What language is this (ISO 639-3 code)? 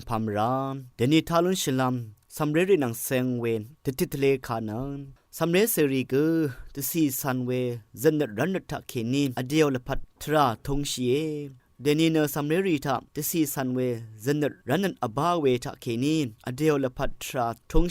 raw